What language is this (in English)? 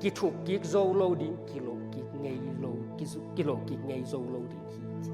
Tedim Chin